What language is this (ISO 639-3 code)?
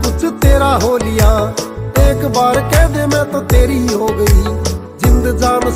bgc